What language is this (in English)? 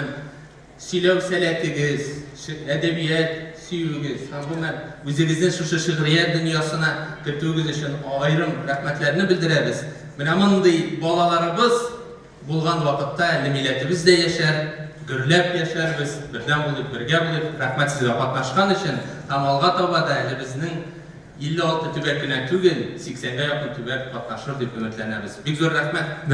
Tatar